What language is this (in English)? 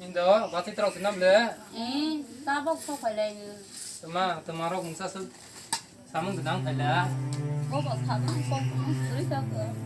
Kok Borok